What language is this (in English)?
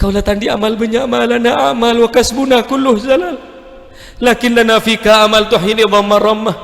Madurese